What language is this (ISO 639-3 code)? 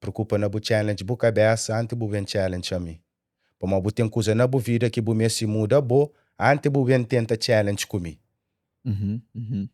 kea